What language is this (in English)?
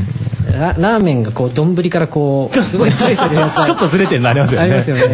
Japanese